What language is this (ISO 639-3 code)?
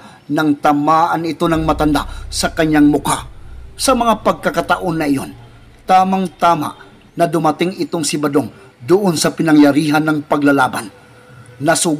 fil